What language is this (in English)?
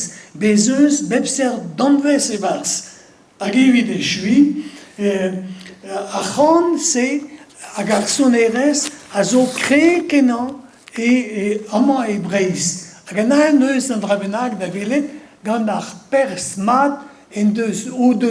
Breton